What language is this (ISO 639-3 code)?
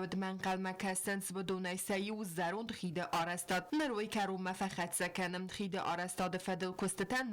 oss